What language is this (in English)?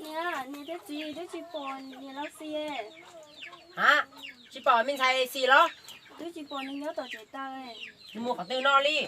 Hmong